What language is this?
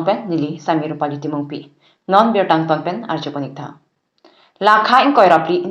Karbi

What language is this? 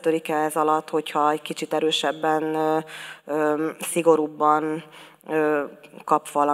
Hungarian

